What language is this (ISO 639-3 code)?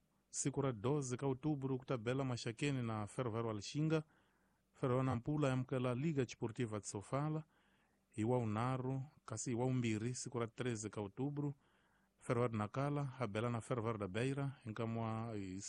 tso